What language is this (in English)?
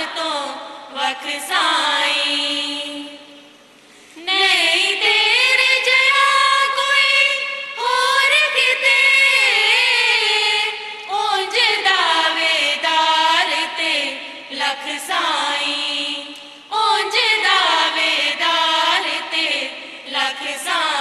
German